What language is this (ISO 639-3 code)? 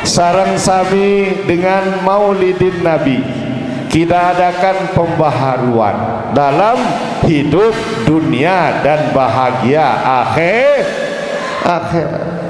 sas